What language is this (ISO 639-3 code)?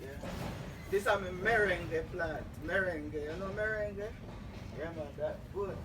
jam